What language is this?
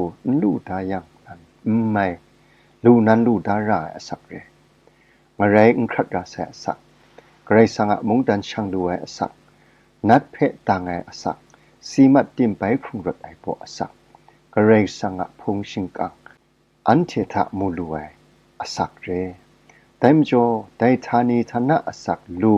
Kachin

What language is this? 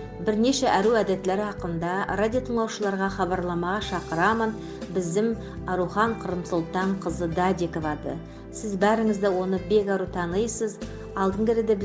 Nogai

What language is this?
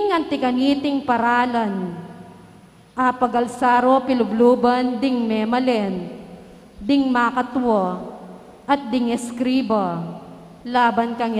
Pampanga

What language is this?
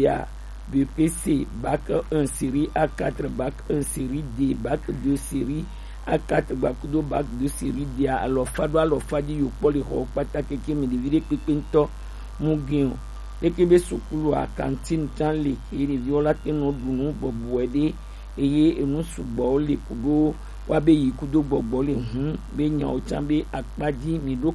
Gen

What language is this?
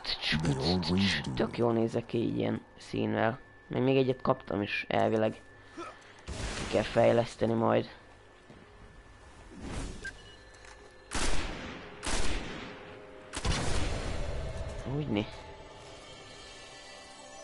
Hungarian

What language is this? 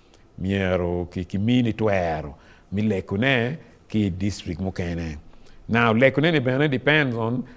Acoli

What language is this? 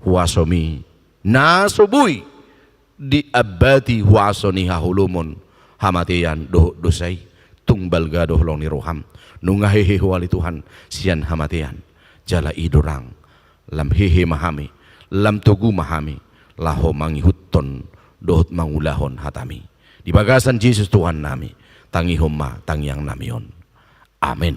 Batak Toba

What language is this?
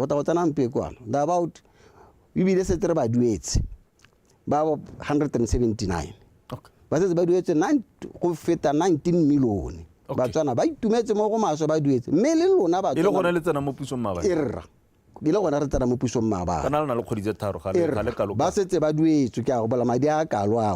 Tswana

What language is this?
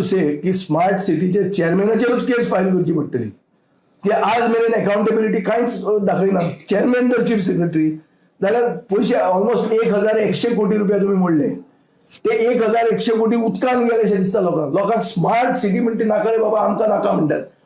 Konkani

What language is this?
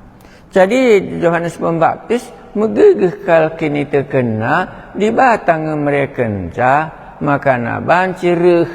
Batak Karo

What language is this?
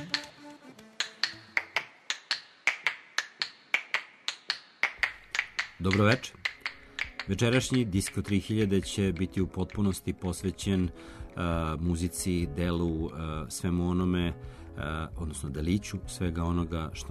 Serbian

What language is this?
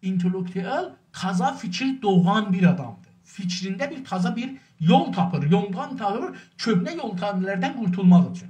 South Azerbaijani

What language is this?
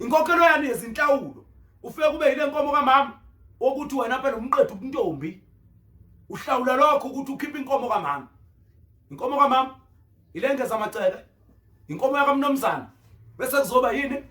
Zulu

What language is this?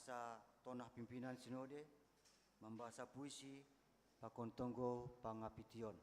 Batak Simalungun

